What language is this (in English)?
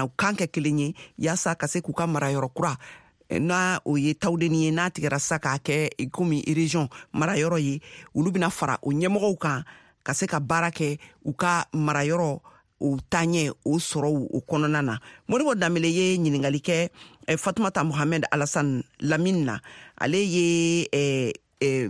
Bambara